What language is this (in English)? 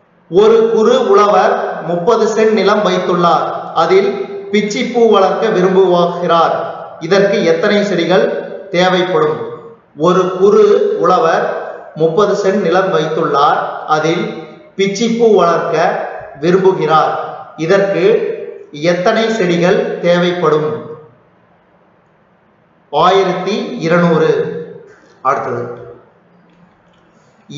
Tamil